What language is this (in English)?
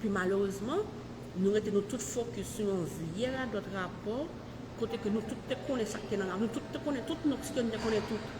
Haitian Creole